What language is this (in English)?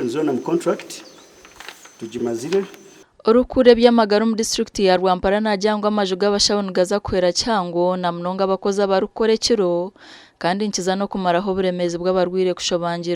Nyankole